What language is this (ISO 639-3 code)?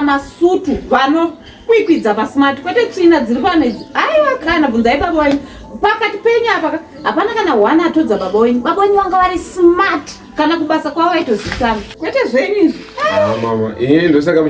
sna